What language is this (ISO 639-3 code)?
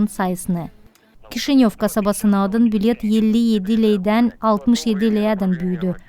gag